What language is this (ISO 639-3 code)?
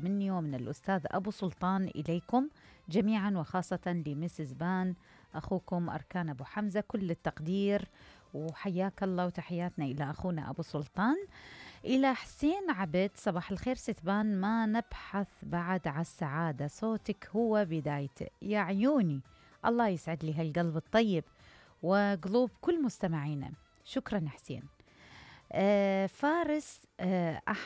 acm